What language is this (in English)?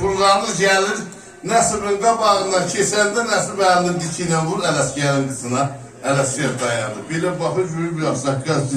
South Azerbaijani